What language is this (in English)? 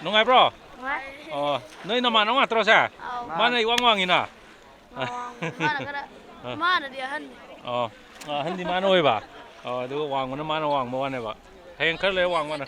Manipuri